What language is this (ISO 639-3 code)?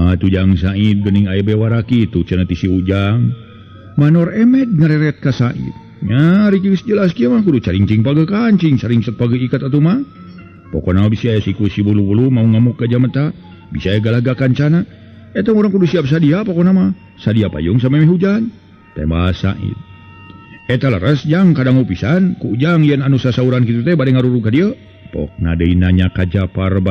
sun